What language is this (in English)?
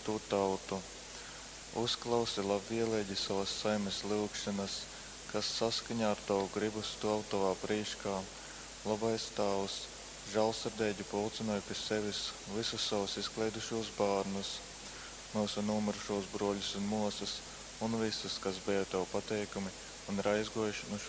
Latgalian